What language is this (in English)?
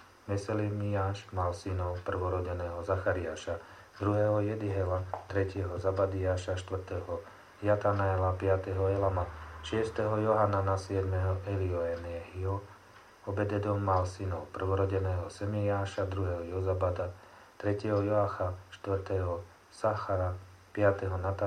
Slovak